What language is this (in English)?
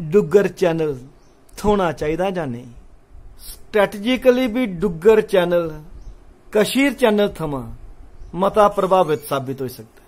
Dogri